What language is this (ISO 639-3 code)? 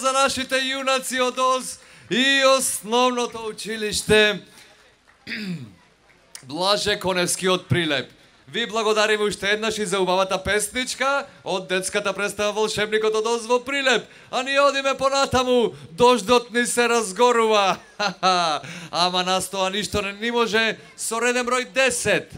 mkd